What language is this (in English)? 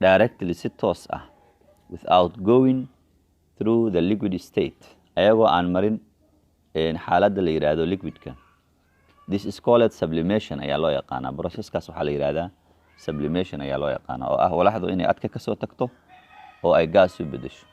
Somali